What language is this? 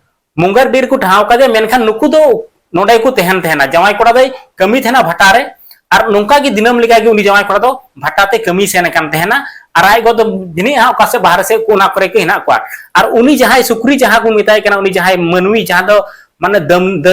Santali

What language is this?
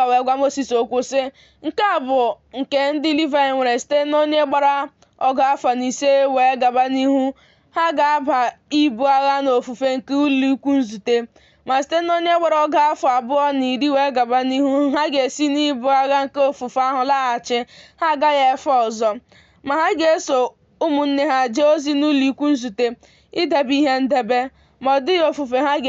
Igbo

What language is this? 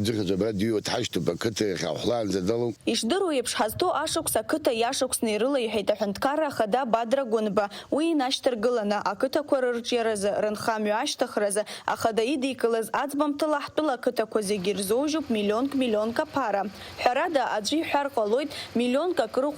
Abkhazian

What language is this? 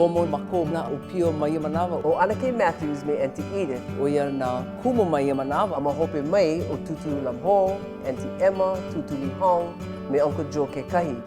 Hawaiian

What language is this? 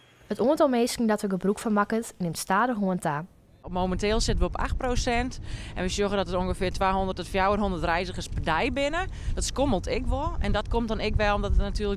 Western Frisian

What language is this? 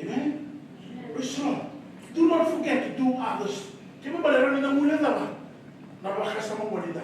Fijian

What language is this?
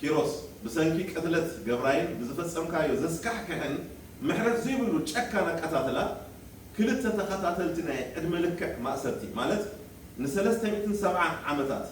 Tigrinya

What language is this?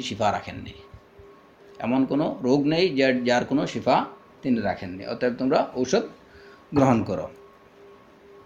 Bangla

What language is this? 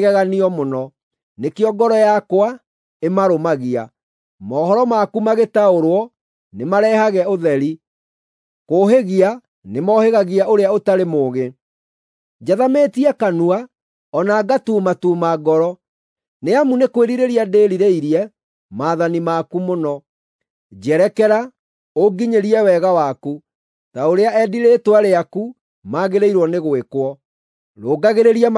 Kikuyu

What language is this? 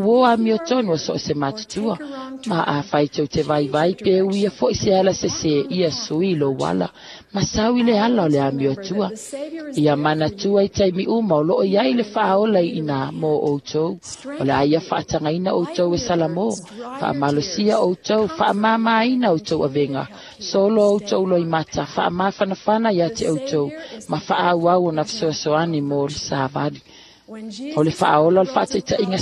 Samoan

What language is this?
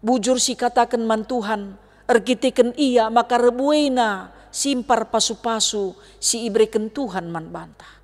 Batak Karo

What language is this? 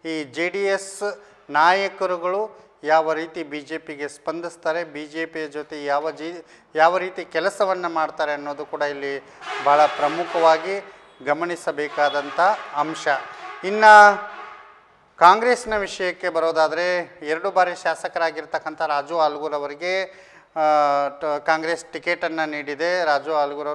Kannada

